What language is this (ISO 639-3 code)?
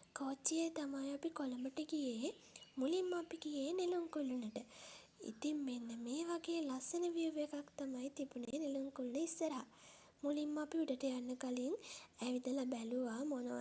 sin